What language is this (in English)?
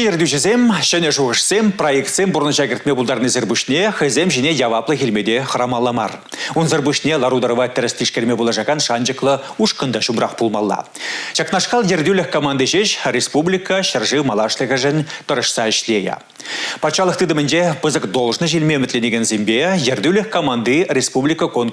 Chuvash